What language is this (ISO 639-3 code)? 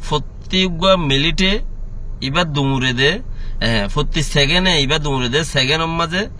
rhg